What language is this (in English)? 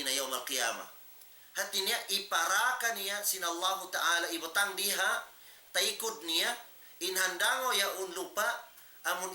Tausug